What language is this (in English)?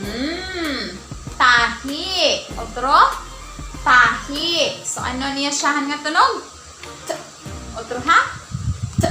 Waray